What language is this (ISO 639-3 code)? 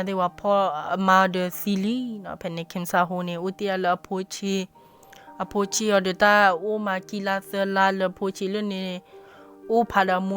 ksw